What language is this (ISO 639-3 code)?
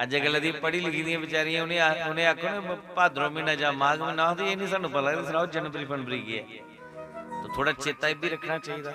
doi